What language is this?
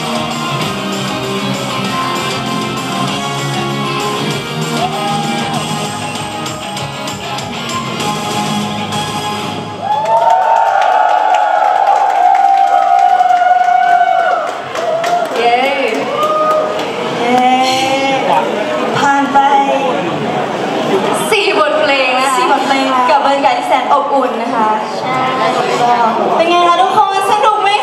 Thai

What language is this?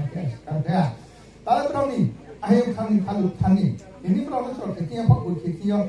Riang (India)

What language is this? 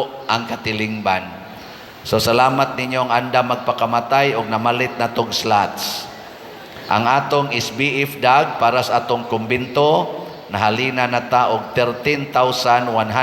Cebuano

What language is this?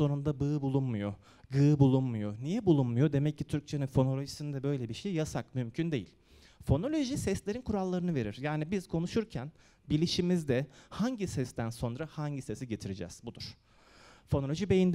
Turkish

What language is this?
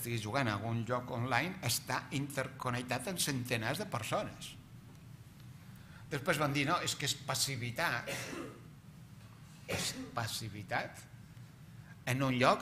Catalan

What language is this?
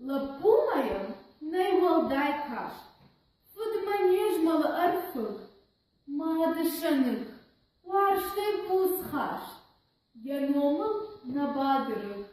Ossetic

